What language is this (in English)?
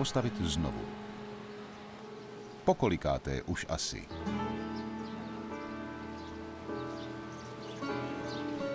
Czech